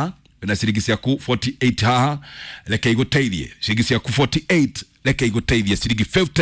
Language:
Kikuyu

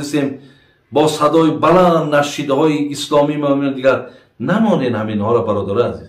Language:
Tajik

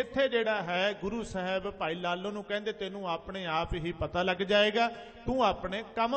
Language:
Punjabi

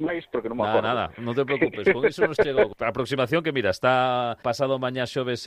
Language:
Galician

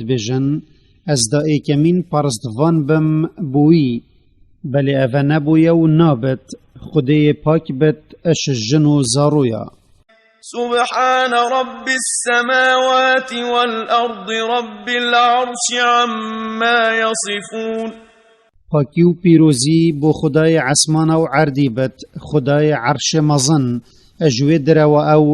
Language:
Kurdish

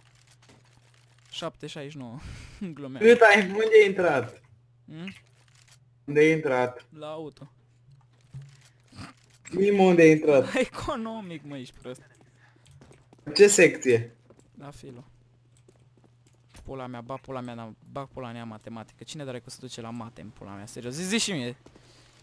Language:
Romanian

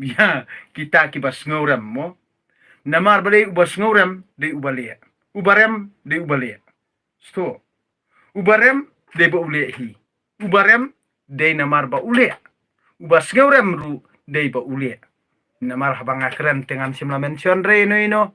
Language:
Khasi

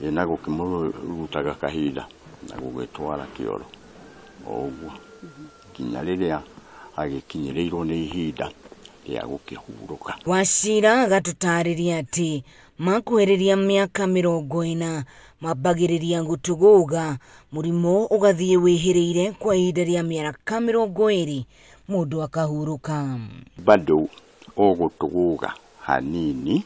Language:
Kikuyu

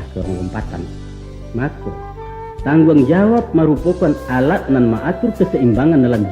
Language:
Minangkabau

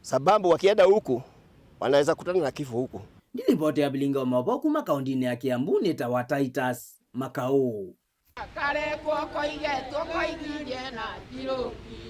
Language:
Kamba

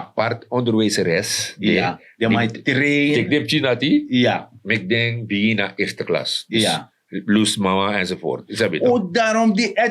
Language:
Sranan Tongo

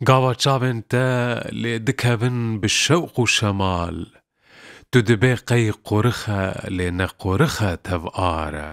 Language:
Kurdish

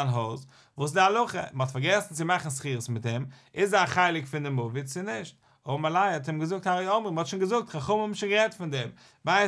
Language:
Yiddish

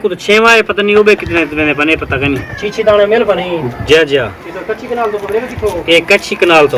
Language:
Saraiki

